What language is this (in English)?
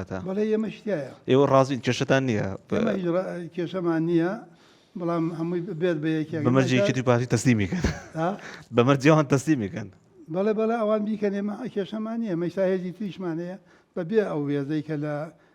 Central Kurdish